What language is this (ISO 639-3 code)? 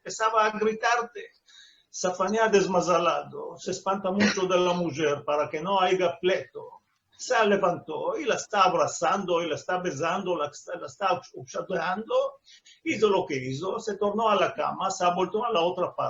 lad